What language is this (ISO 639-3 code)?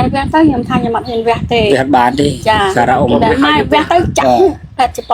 khm